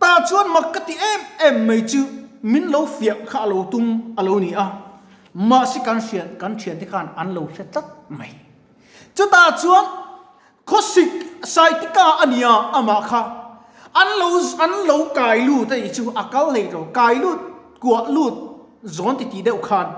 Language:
Mizo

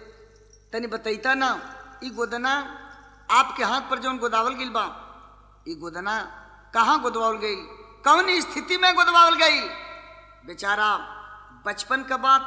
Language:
Bhojpuri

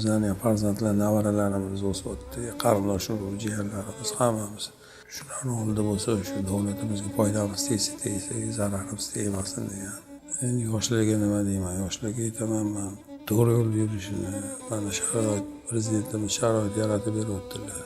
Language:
Uzbek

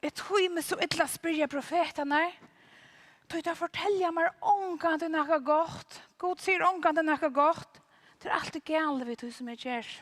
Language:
Faroese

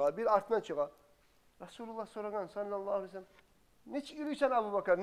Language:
Kumyk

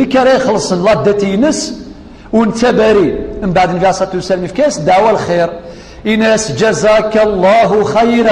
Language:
Kabyle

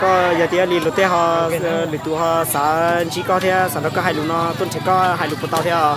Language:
Hmong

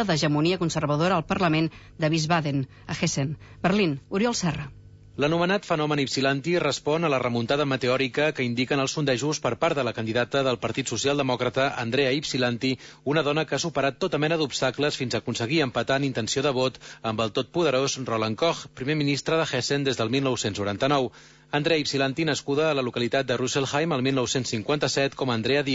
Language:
Catalan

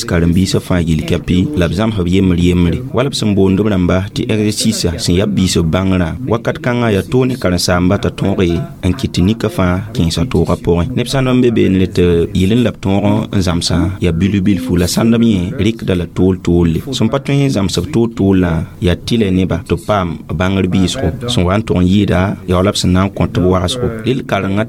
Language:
Mossi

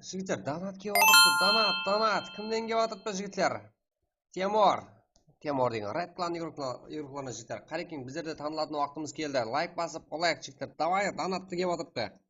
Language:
Kara-Kalpak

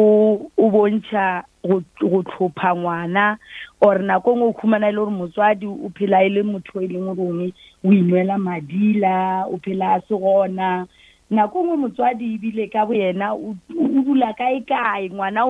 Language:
Northern Sotho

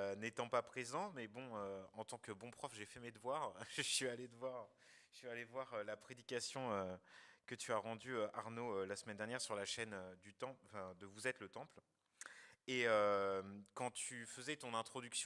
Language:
French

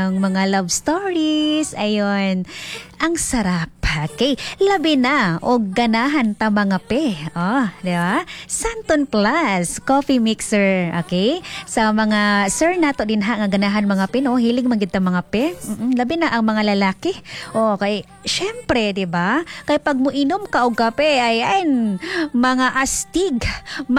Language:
Cebuano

